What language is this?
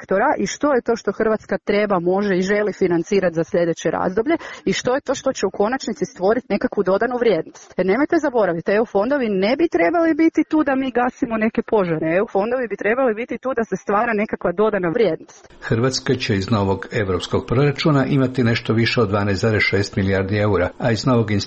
Croatian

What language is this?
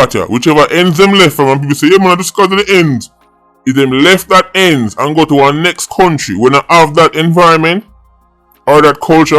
Jamaican Creole English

